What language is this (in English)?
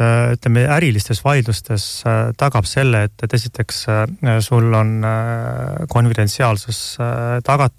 Estonian